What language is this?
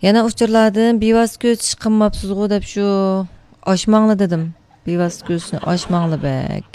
Uyghur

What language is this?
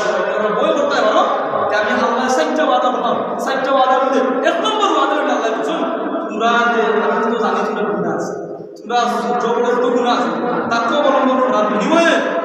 Sylheti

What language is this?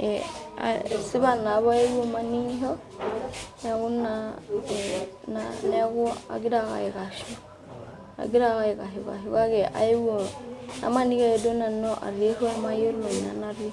Masai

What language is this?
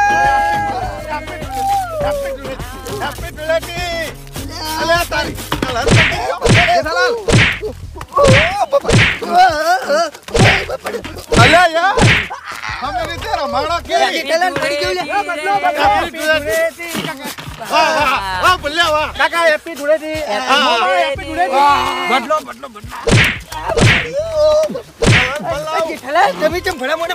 Gujarati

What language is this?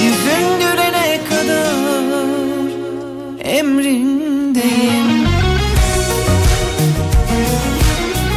Turkish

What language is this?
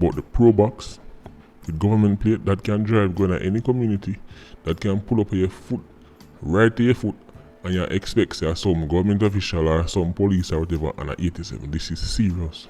Jamaican Creole English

